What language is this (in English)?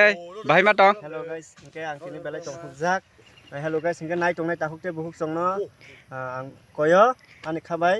Kok Borok